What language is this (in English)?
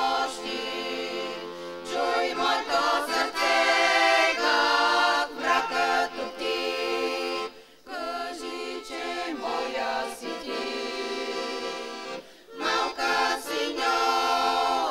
Bulgarian